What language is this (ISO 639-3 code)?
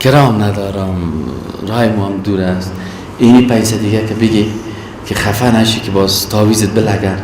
fas